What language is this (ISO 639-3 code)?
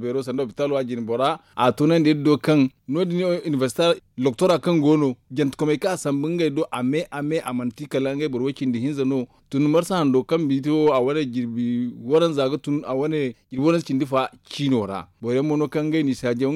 dje